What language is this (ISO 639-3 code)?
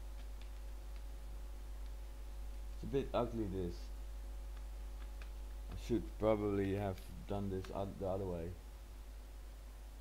eng